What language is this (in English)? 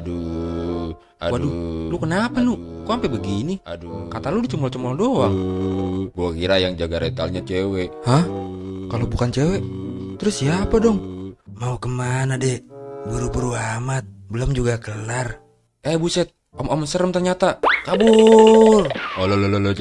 Betawi